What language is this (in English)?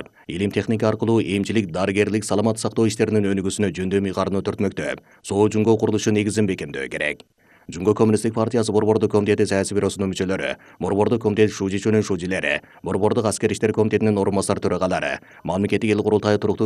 Kyrgyz